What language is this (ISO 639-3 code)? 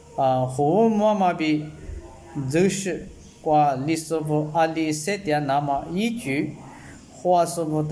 lis